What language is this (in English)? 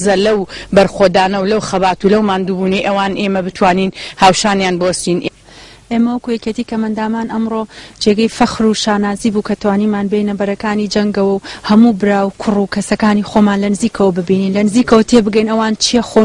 Central Kurdish